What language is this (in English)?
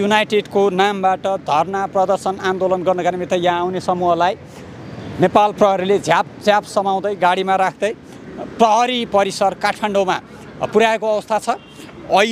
Nepali